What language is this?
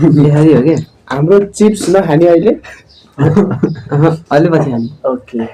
Nepali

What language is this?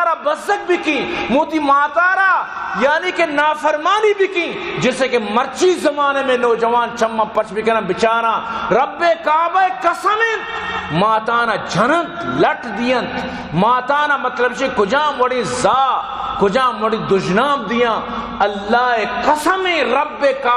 Baluchi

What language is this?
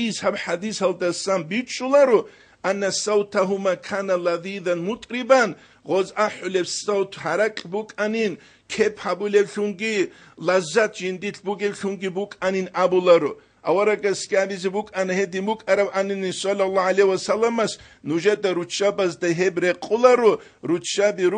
Avaric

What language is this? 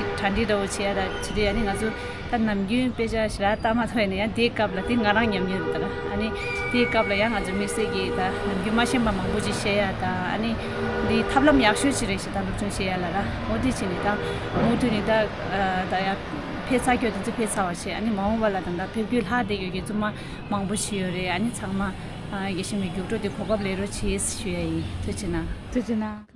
Tibetan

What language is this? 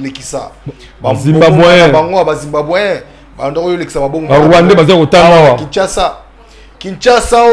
Lingala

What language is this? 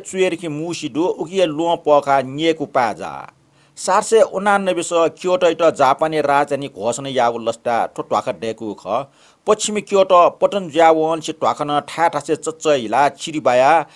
Newari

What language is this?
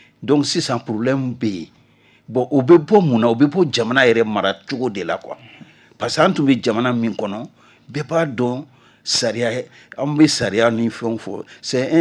Bambara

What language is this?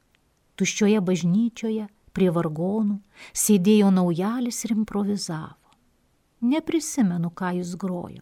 Lithuanian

